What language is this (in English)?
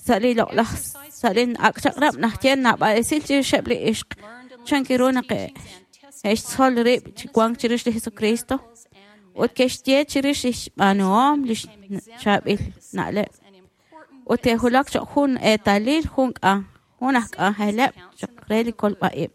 Kekchí